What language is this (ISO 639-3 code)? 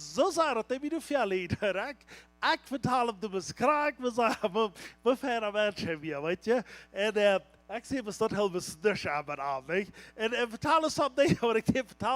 pdt